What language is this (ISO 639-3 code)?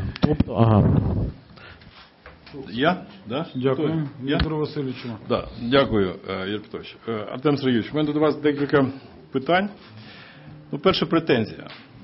ukr